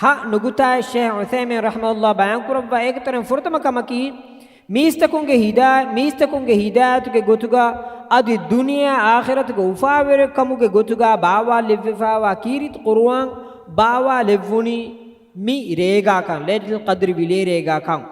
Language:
Divehi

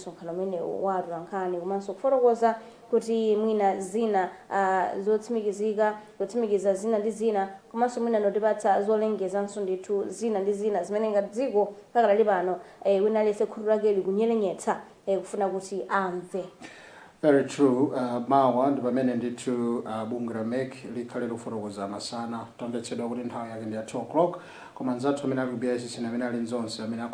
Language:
Nyanja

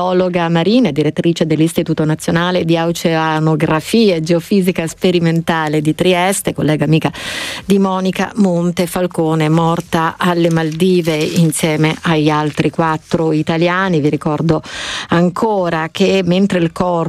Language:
Italian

